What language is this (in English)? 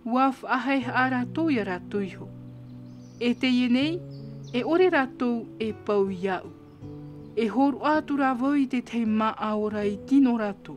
Tahitian